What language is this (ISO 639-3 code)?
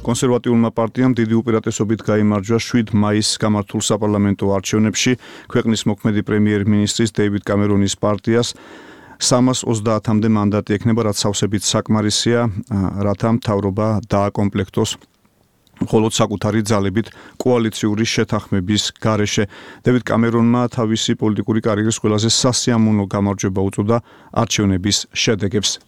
kat